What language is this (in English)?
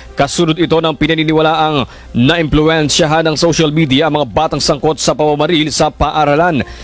Filipino